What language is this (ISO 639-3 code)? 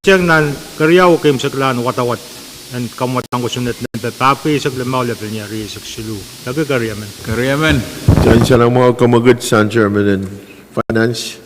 pon